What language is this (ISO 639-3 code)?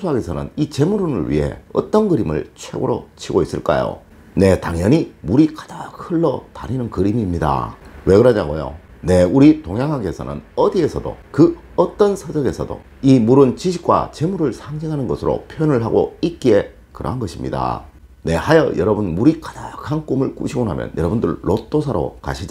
kor